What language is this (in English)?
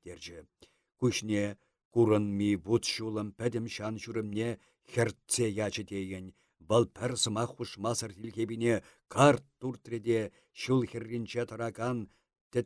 Chuvash